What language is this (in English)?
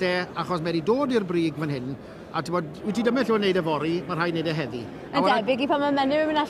Welsh